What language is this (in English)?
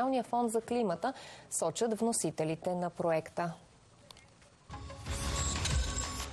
Bulgarian